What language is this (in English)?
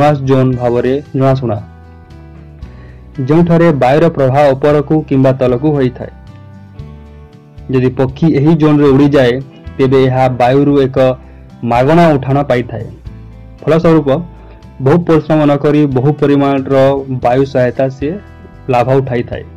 Odia